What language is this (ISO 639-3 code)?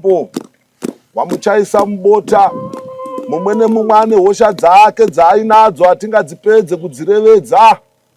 sna